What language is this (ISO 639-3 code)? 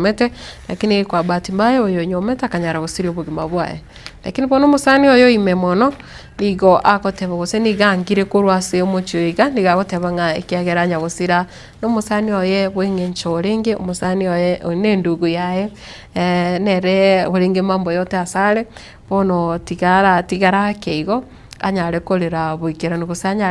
guz